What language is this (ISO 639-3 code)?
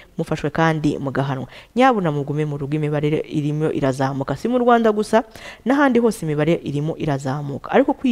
kin